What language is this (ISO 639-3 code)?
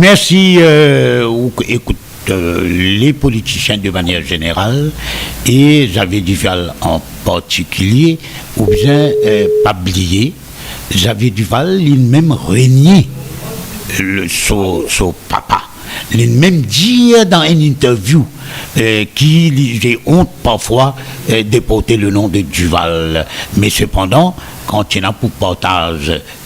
mfe